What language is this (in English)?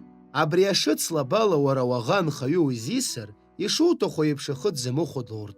Abkhazian